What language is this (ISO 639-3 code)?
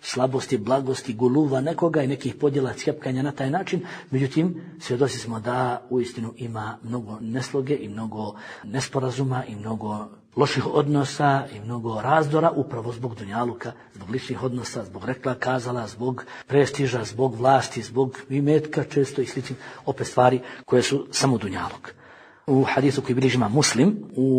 bos